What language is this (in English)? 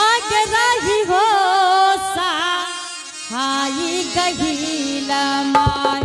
Angika